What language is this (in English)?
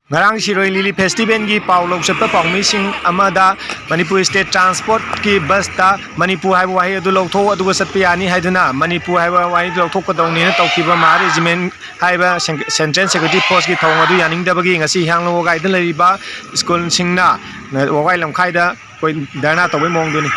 Manipuri